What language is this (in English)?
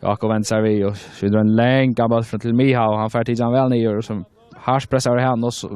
Faroese